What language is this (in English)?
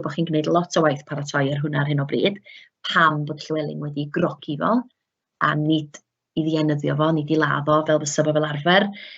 Welsh